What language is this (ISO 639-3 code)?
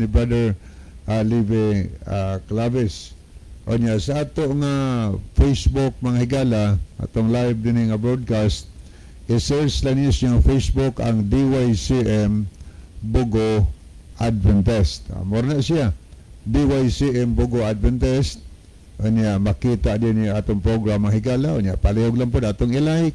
ceb